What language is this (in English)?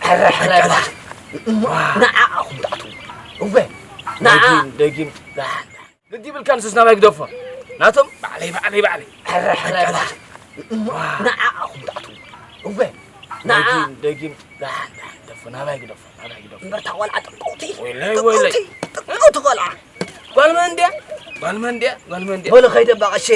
Tigrinya